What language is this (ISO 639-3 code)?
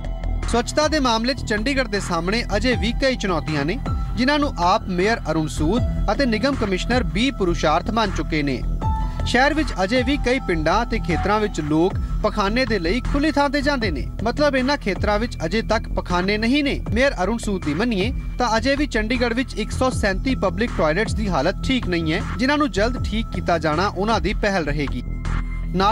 pan